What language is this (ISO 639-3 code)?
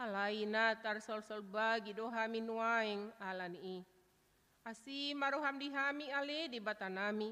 bbc